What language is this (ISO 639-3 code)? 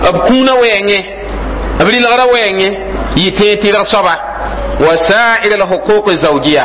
mos